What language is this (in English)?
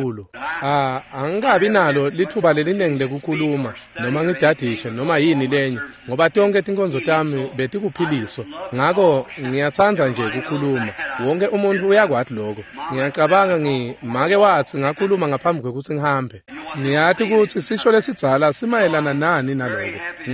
Swati